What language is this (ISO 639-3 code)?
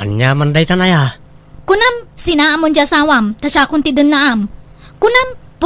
ilo